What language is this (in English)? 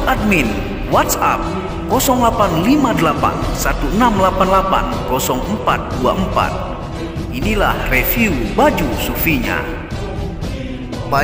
Indonesian